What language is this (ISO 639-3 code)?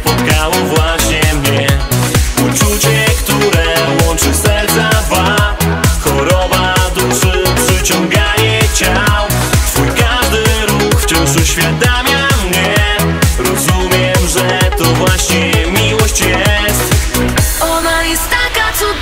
pol